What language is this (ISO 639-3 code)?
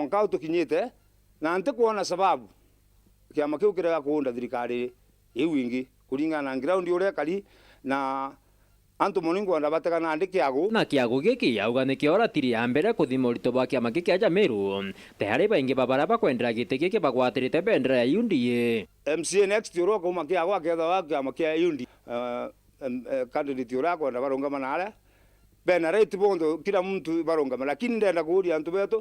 mer